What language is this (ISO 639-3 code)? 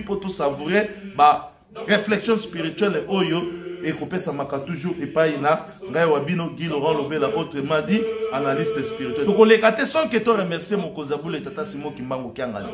lin